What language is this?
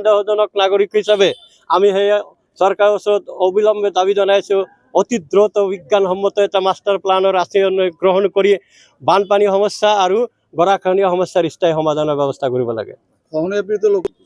Assamese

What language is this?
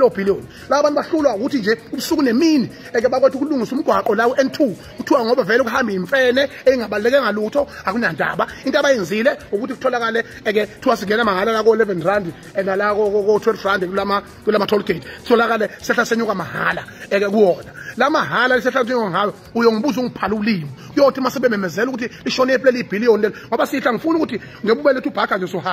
Zulu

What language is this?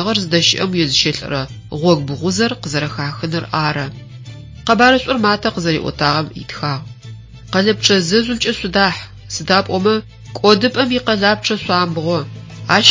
Adyghe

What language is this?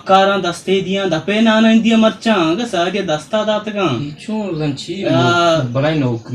Baluchi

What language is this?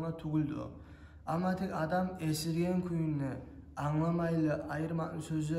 Kumyk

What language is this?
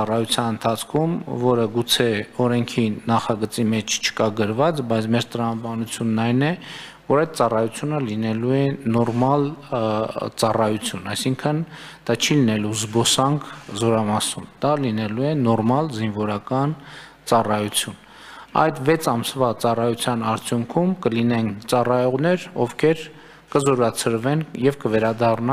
Armenian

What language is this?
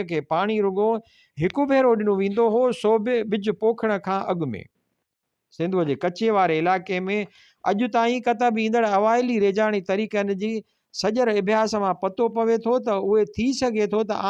Sindhi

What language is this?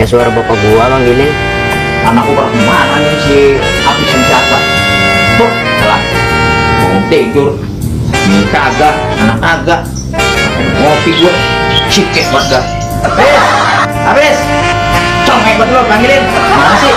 Betawi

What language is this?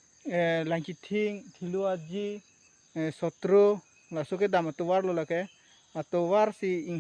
Karbi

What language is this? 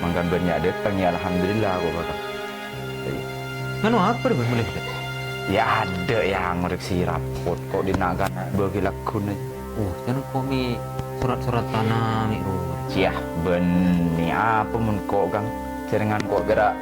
Madurese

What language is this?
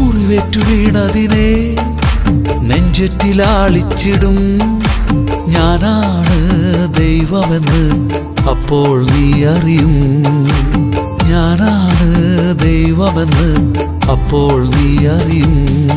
Malayalam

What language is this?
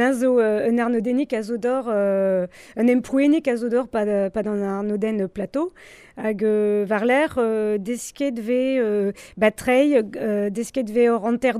Breton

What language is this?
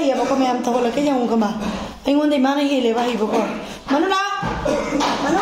Manipuri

